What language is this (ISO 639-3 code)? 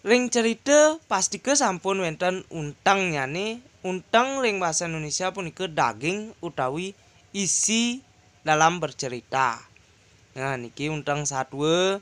ban